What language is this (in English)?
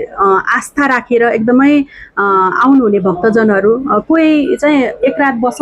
Nepali